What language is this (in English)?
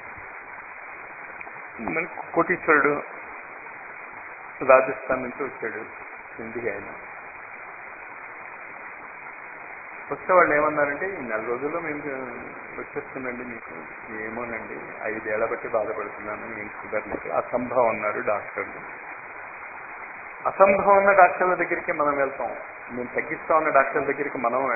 Telugu